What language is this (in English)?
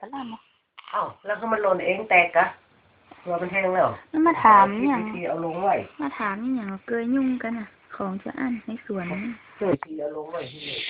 Lao